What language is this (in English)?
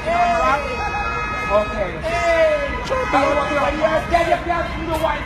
Jamaican Creole English